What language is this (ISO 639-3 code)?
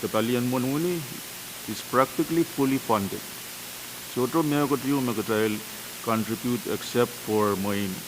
pon